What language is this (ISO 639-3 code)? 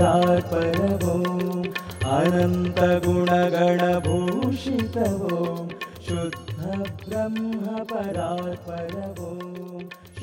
kan